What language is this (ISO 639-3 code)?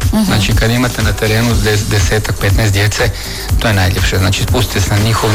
hrv